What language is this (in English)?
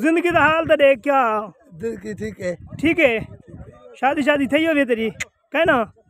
Saraiki